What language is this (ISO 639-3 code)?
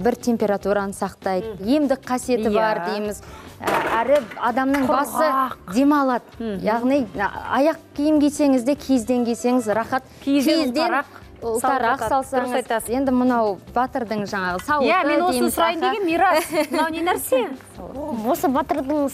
kaz